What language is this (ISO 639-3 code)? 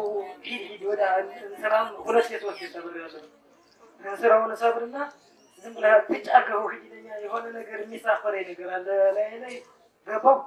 amh